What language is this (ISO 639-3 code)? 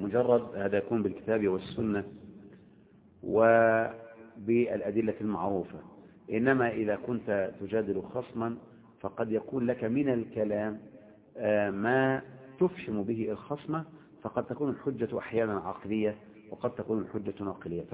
ara